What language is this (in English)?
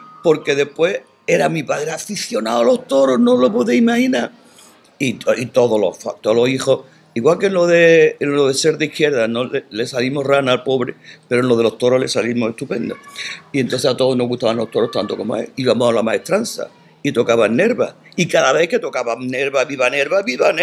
Spanish